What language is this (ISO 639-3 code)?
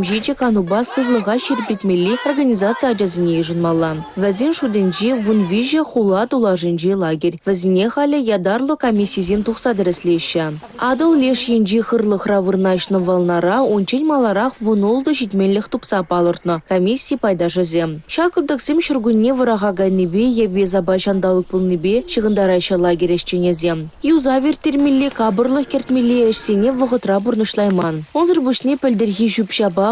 chv